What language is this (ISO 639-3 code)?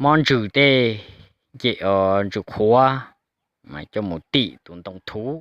hmn